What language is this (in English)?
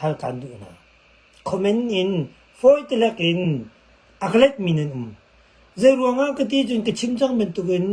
Hakha Chin